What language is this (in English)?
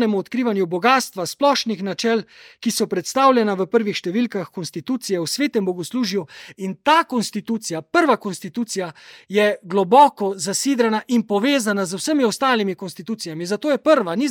Slovenian